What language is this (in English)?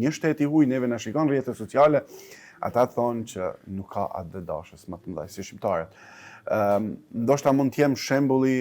Albanian